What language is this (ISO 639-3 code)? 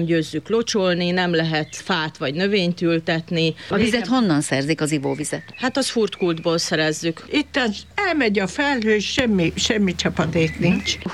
hun